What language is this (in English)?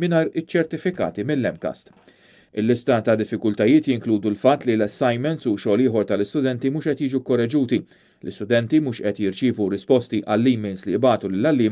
Maltese